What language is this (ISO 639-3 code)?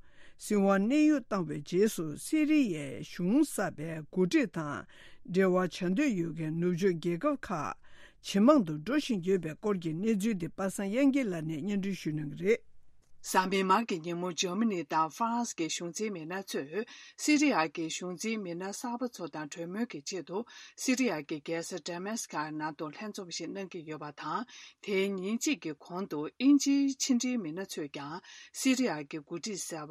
bod